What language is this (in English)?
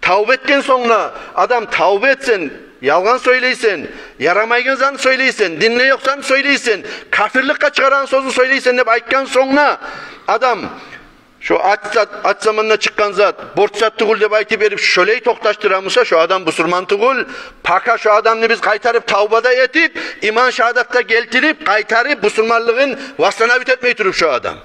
Kumyk